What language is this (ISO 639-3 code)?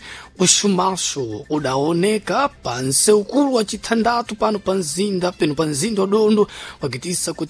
seh